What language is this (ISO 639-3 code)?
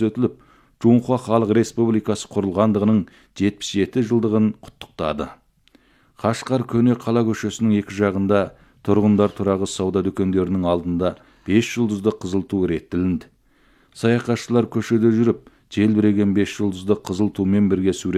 kaz